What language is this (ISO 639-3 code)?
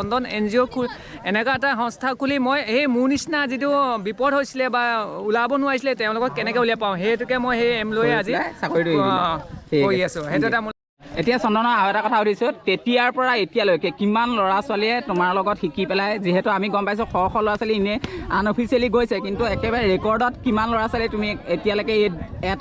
asm